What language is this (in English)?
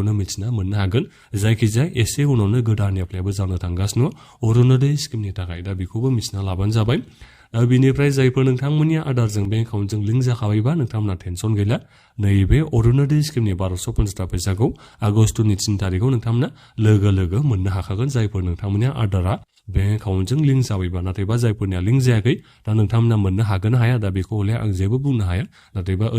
Bodo